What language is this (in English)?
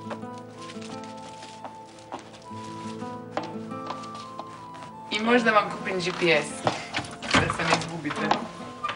Croatian